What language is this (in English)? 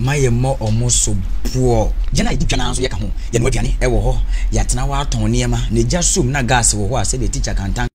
Akan